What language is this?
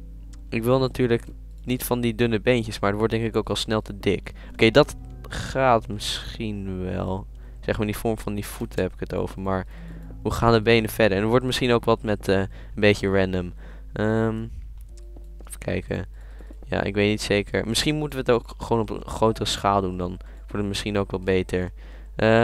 Dutch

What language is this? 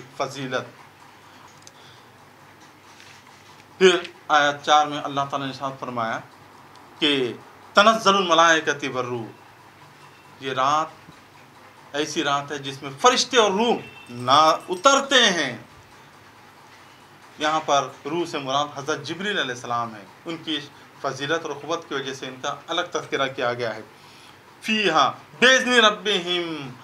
Urdu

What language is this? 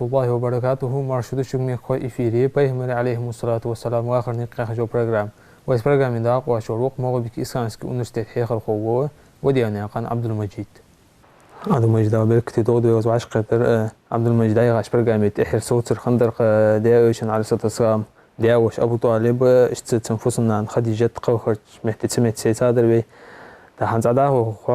Ingush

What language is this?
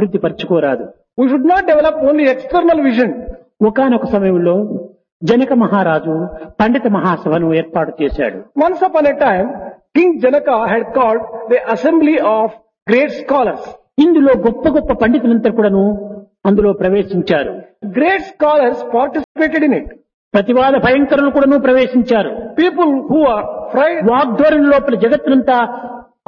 Telugu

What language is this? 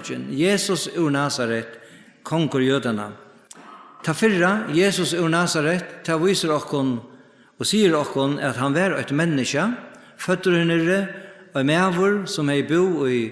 Faroese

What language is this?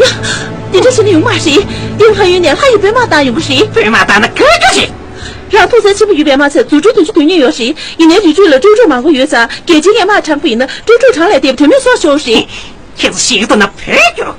Tibetan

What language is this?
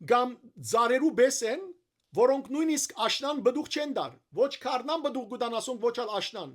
Western Armenian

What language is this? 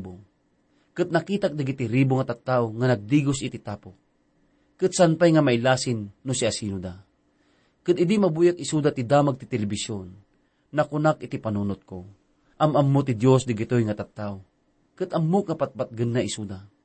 Iloko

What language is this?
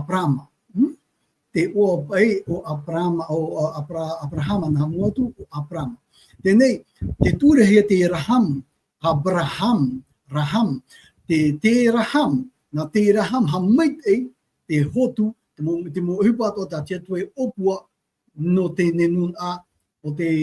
Tahitian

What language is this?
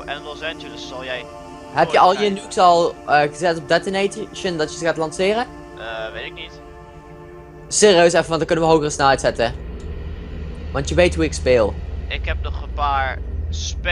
Dutch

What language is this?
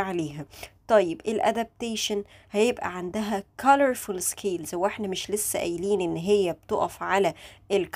Egyptian Arabic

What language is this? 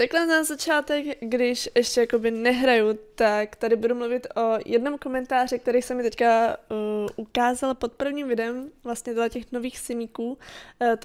Czech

